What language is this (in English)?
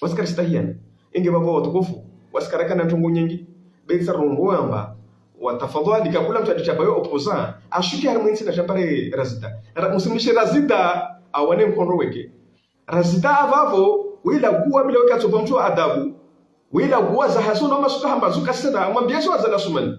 Ngazidja Comorian